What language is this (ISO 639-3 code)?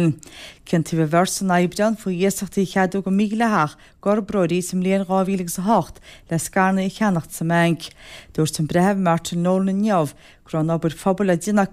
gle